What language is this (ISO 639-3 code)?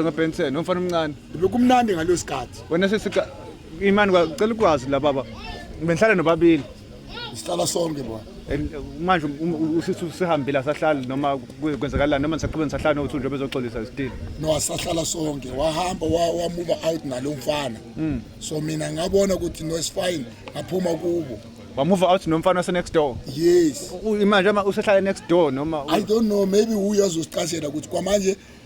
zul